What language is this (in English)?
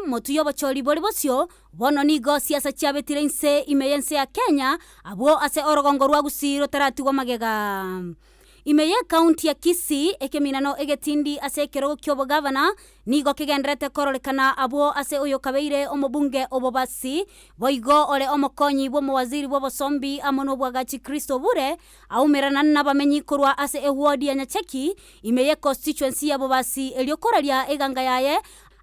Gusii